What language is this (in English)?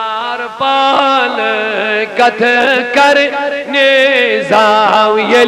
Kashmiri